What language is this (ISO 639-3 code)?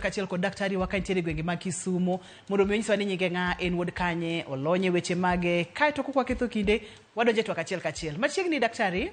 luo